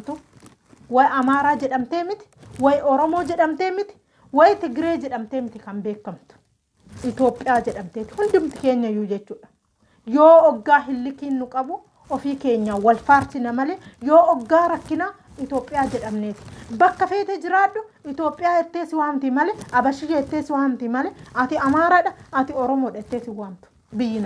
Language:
Oromo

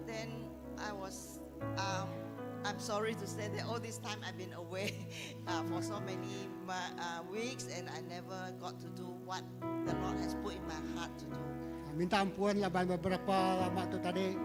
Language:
Iban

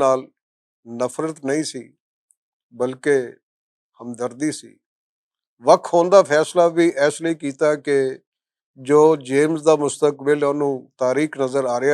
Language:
Western Panjabi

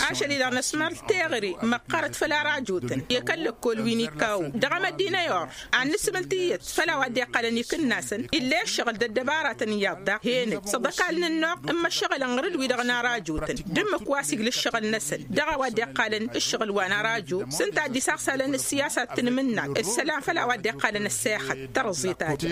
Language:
Tamasheq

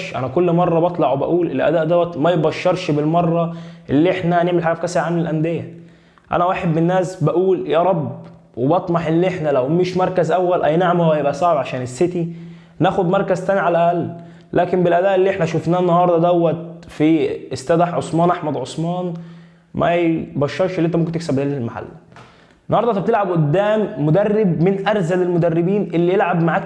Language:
Egyptian Arabic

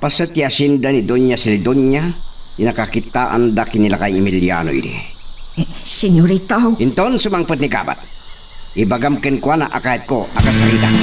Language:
Iloko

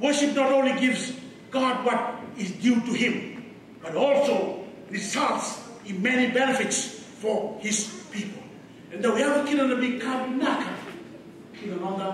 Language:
Fijian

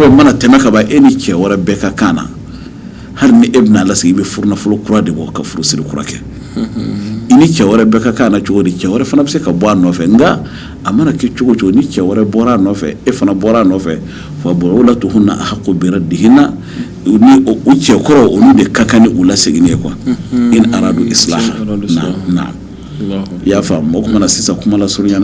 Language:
Bambara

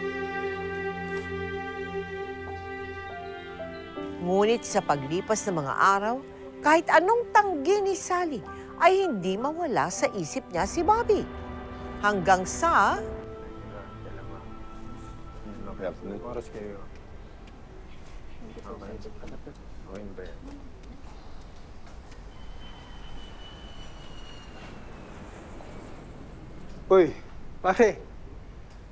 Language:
Filipino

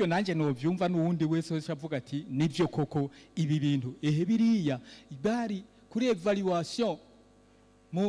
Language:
Rundi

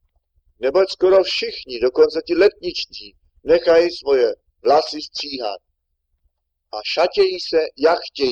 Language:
Czech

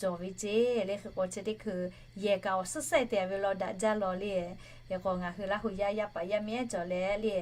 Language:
Lahu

